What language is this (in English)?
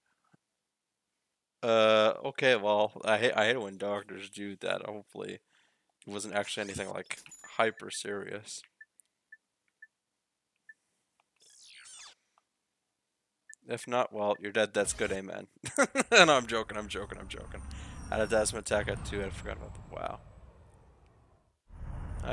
English